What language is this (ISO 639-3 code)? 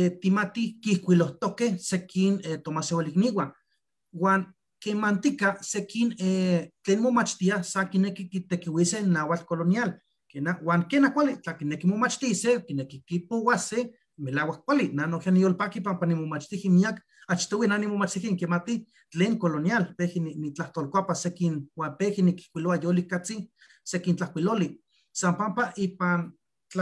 nhe